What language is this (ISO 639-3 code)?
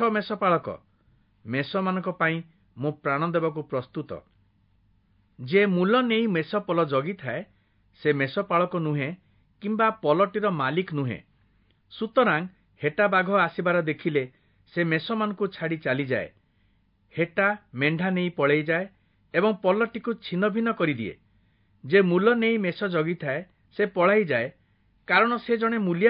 ori